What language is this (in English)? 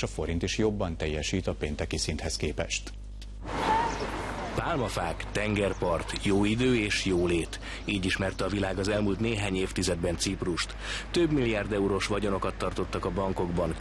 Hungarian